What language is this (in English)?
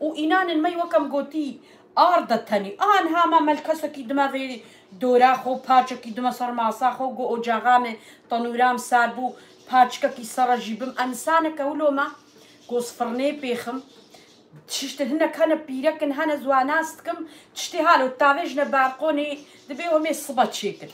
Kurdish